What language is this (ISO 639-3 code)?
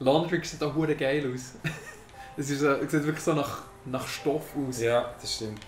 gsw